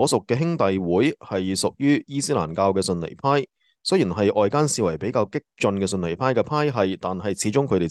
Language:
Cantonese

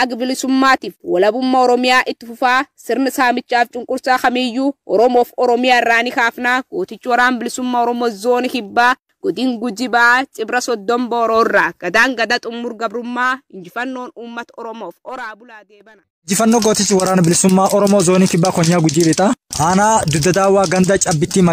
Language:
Oromo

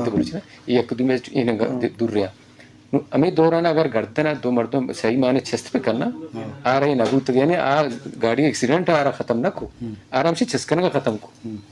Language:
Eastern Balochi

